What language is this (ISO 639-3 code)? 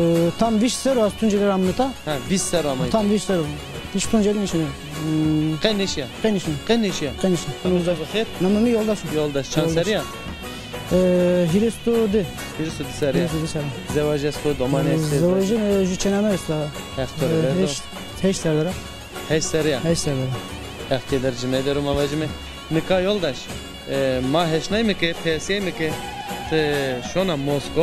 zza